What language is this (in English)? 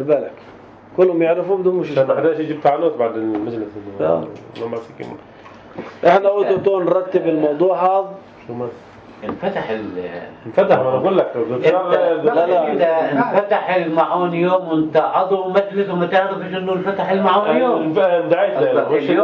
North Levantine Arabic